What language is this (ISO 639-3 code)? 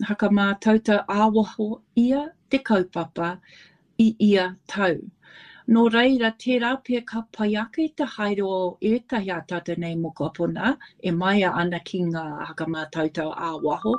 mri